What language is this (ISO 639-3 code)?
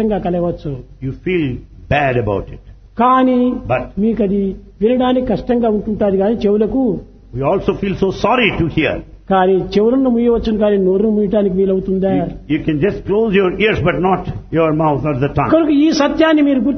tel